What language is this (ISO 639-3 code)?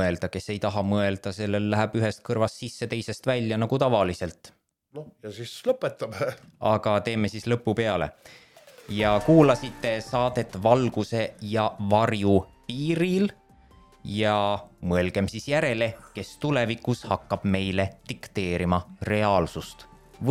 est